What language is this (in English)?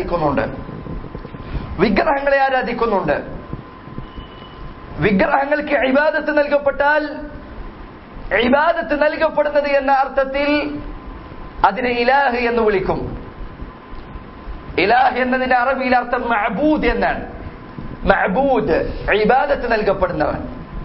Malayalam